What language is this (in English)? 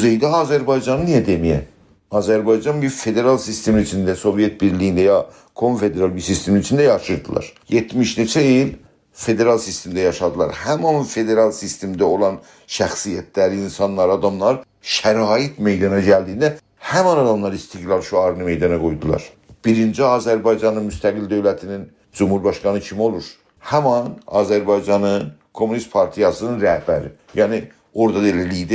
South Azerbaijani